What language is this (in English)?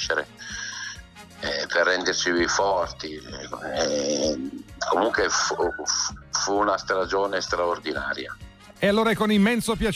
Italian